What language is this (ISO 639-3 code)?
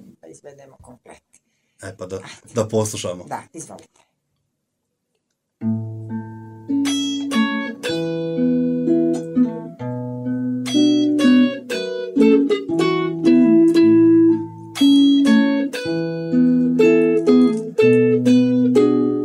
bos